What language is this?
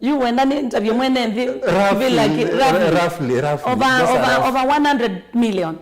Kamba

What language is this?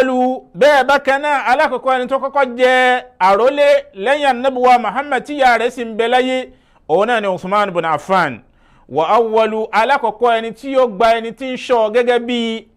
Yoruba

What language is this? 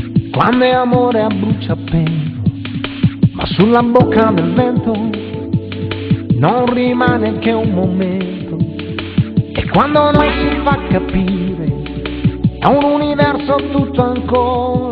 Italian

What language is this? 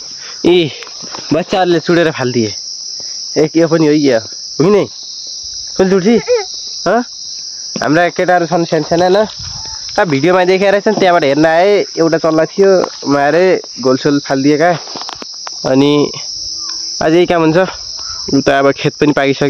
Nepali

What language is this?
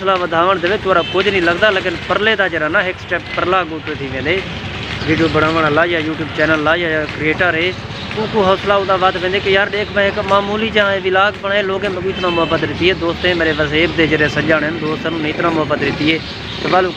Saraiki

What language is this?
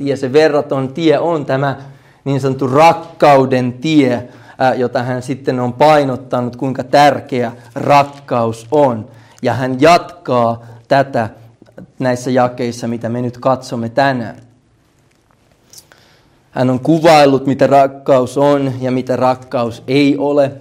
Finnish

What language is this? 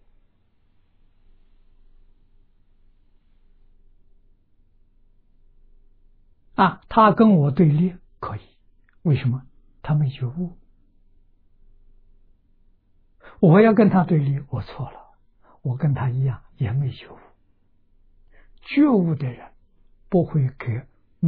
Chinese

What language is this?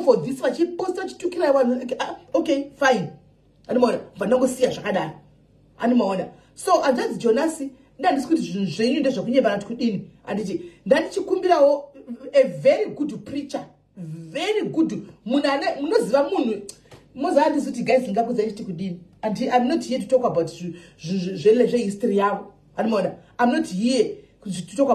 Shona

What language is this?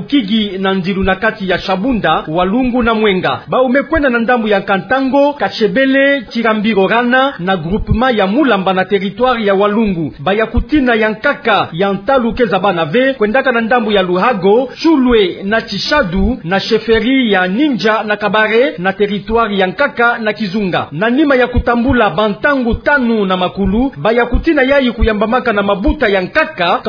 Kituba (Democratic Republic of Congo)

